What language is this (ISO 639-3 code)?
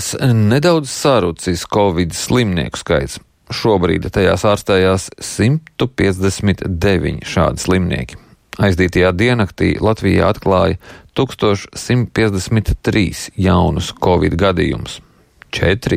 lav